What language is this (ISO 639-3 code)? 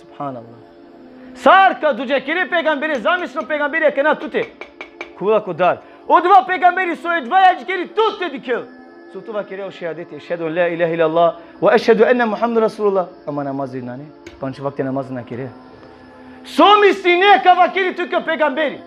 rmn